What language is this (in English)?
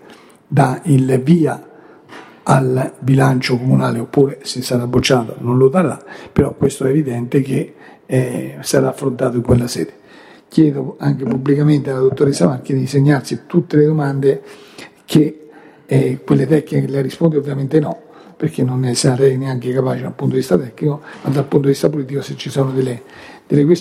Italian